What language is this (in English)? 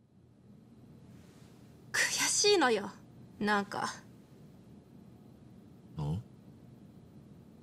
Japanese